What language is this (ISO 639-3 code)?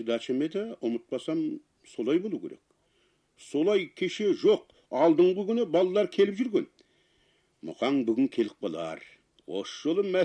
kaz